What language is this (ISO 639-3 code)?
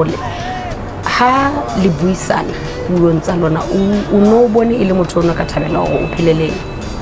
sot